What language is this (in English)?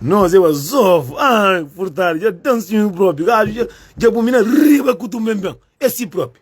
Kabuverdianu